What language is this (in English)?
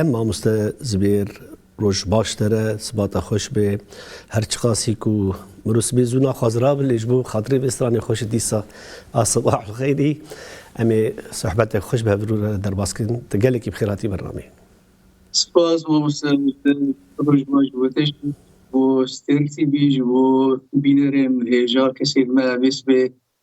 Kurdish